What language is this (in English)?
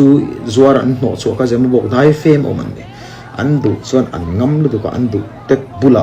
Mizo